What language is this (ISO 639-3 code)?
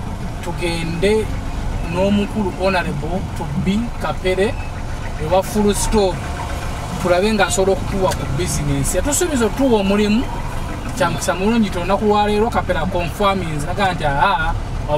lug